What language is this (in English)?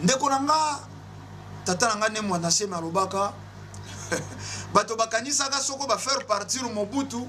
Lingala